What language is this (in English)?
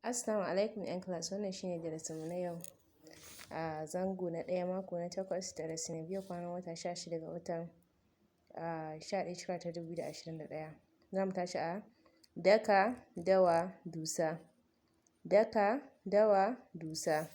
Hausa